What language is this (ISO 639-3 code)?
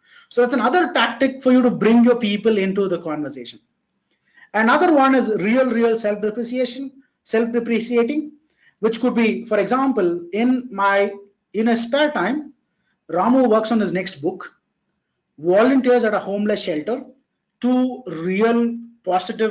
eng